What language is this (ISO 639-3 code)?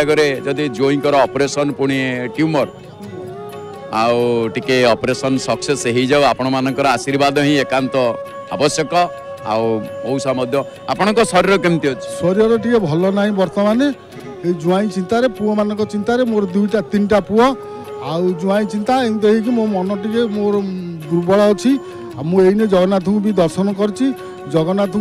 ori